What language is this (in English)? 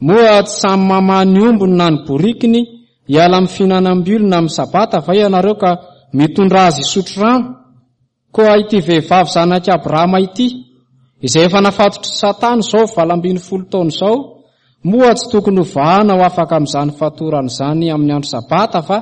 Malagasy